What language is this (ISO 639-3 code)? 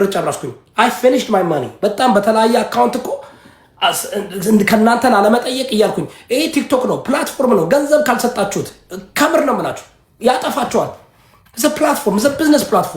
amh